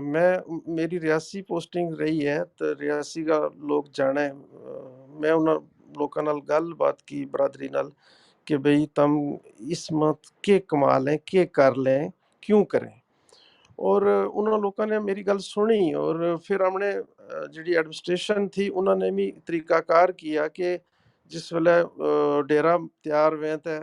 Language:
Gujari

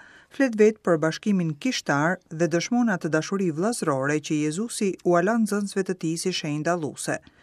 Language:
Albanian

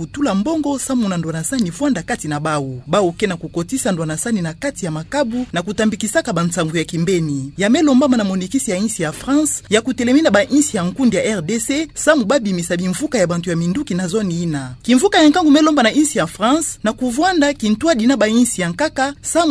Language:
Kituba (Democratic Republic of Congo)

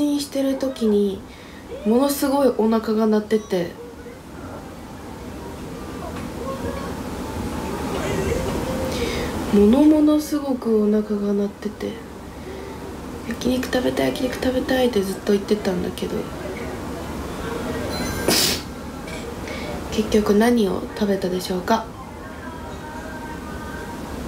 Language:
Japanese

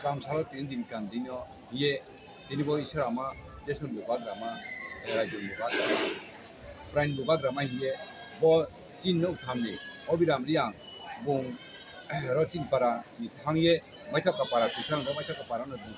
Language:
Riang (India)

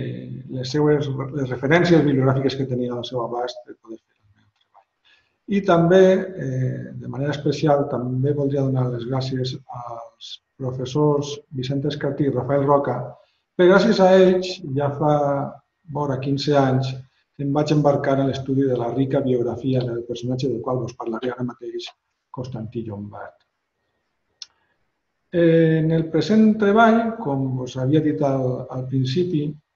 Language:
Catalan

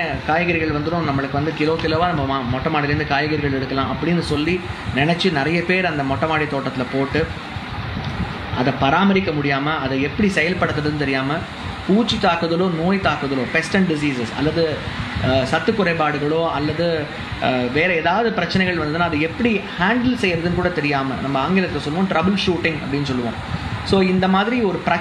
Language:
Tamil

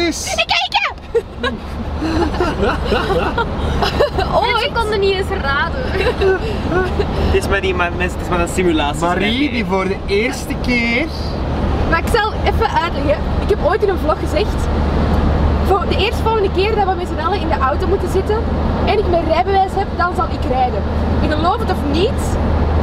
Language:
Dutch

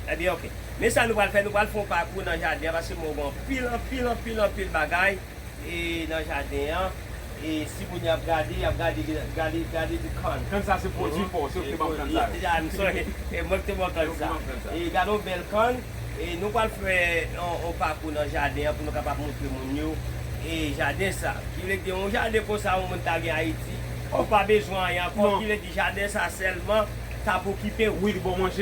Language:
Haitian Creole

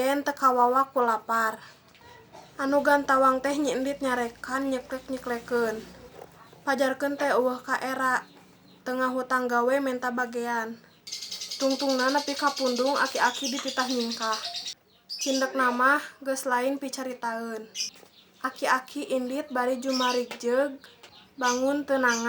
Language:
Sundanese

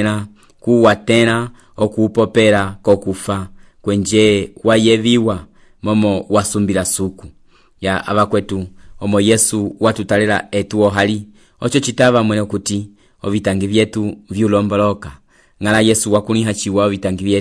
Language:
Umbundu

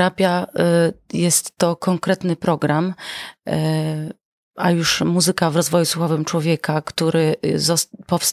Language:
Polish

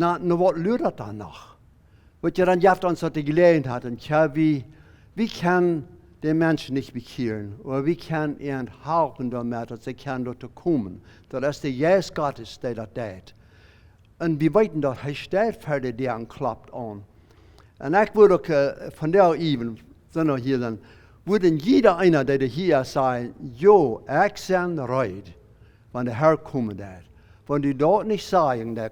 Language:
Plautdietsch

